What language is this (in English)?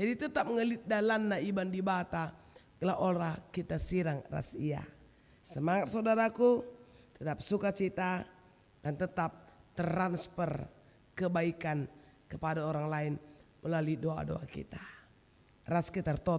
Batak Karo